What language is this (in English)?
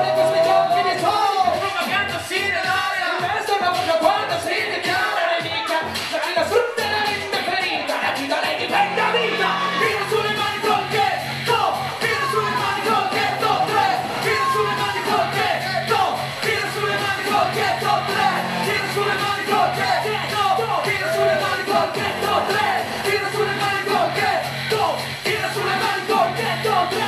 Italian